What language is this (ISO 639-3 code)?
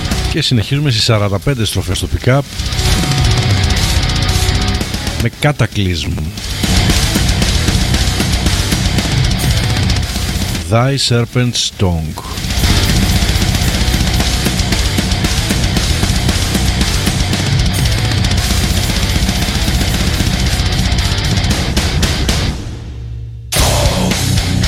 ell